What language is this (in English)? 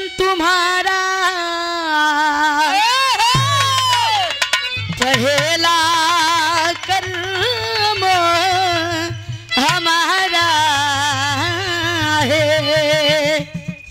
Bhojpuri